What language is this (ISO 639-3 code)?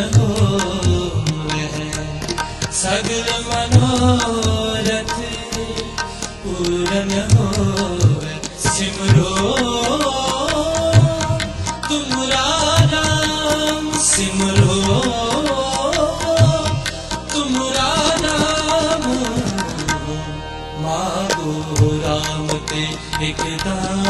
hin